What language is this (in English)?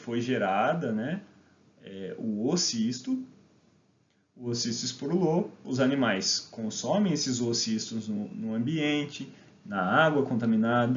Portuguese